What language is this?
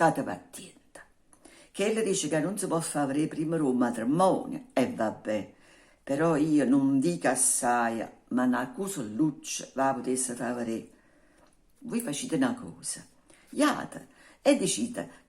Neapolitan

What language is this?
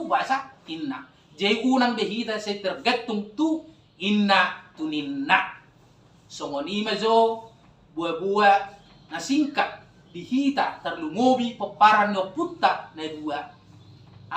Batak Toba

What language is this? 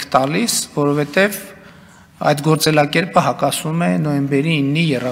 Armenian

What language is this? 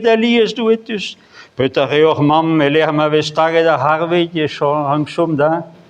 Breton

